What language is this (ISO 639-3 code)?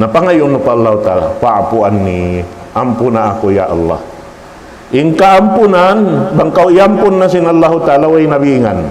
tsg